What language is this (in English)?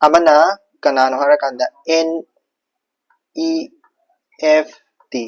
Manipuri